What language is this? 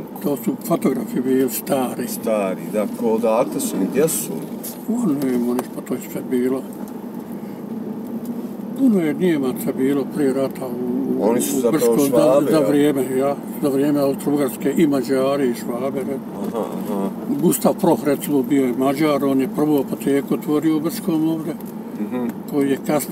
Bosnian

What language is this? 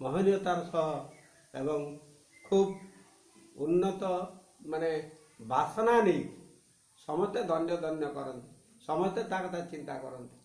Odia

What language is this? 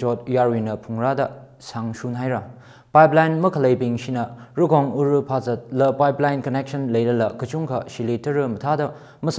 Tangkhul Naga (India)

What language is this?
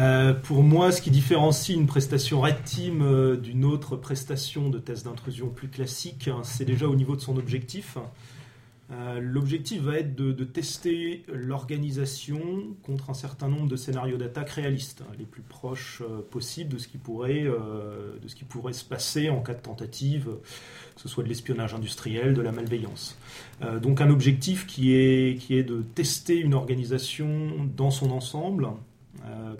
French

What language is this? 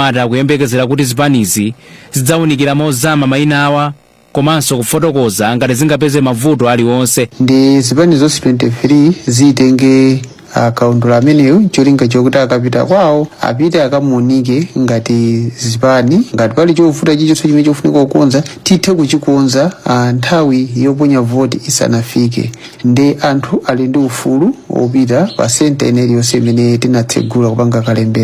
Nyanja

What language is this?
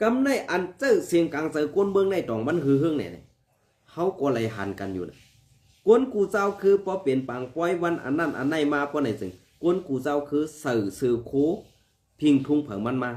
Shan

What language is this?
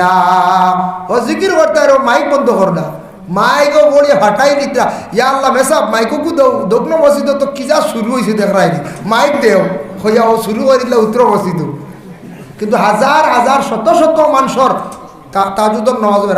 Sylheti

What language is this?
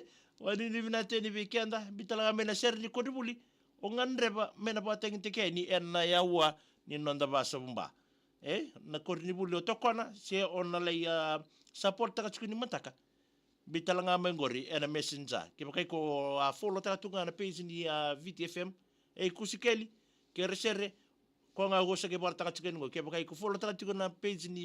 Fijian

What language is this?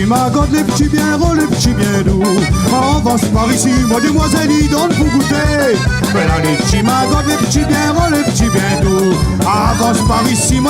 Réunion Creole French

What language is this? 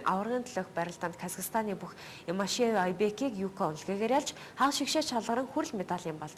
Mongolian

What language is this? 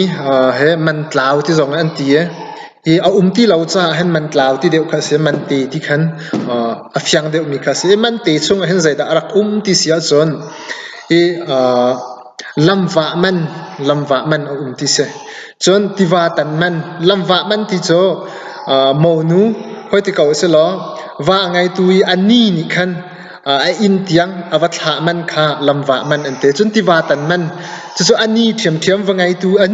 Hakha Chin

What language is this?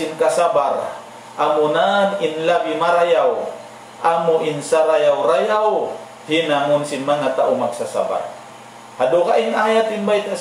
Tausug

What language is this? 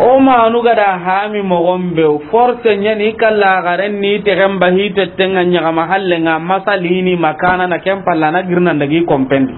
Soninke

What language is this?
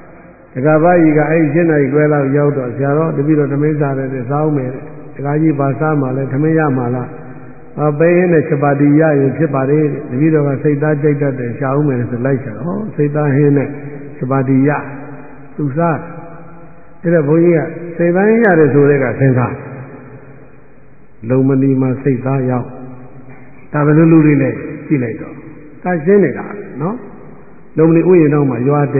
Burmese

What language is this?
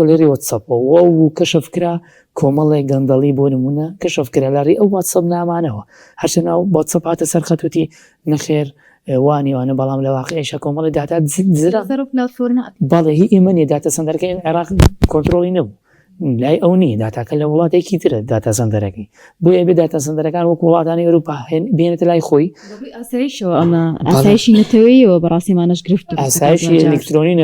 Central Kurdish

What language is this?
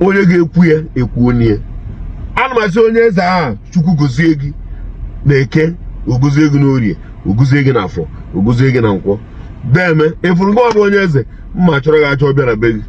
Igbo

